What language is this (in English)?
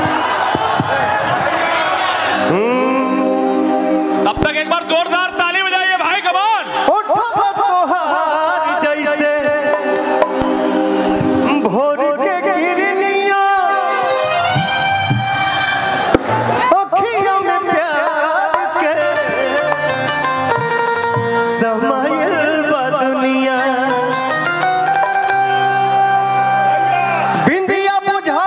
Bhojpuri